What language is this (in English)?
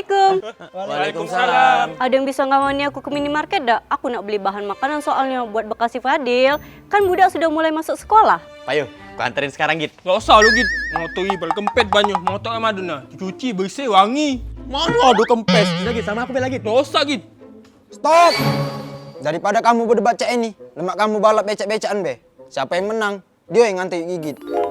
Musi